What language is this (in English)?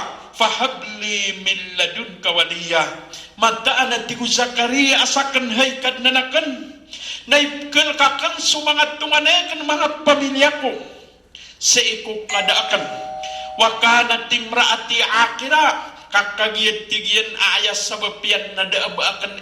Maranao